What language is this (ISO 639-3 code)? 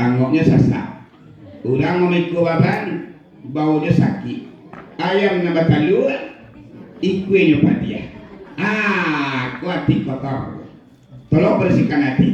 min